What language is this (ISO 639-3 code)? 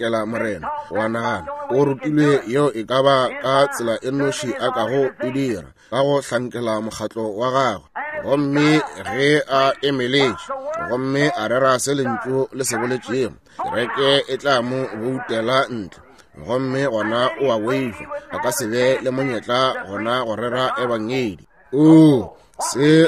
nso